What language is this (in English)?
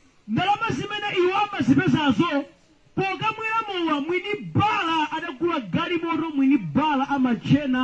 Nyanja